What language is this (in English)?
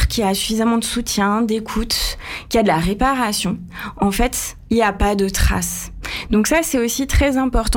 French